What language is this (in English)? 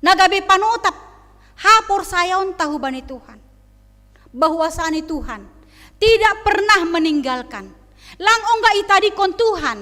Batak Simalungun